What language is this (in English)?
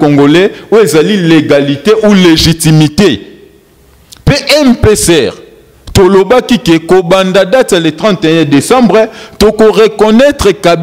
Lingala